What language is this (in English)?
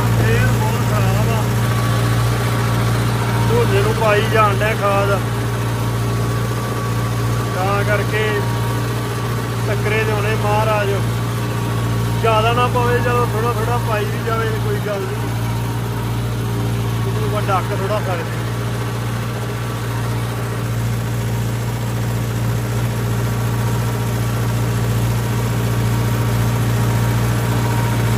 Punjabi